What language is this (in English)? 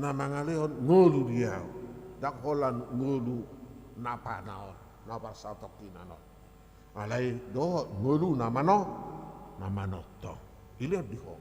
Batak Toba